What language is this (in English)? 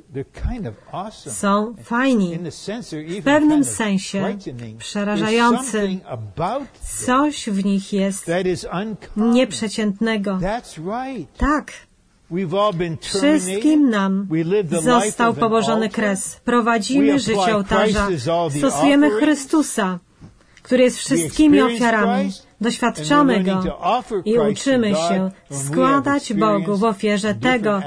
Polish